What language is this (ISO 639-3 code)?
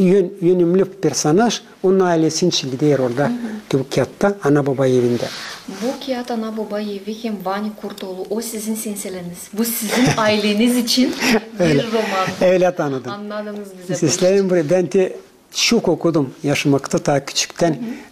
gag